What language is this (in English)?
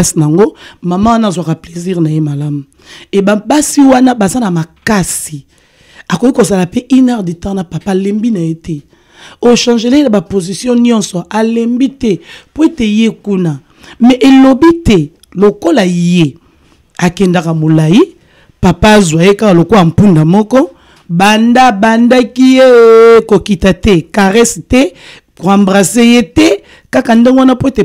Lingala